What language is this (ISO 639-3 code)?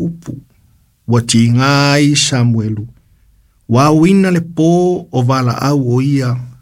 smo